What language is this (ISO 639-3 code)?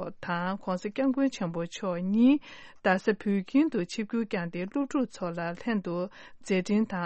bod